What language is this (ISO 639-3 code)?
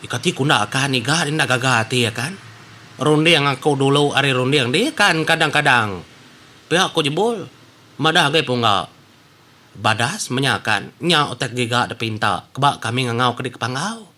iba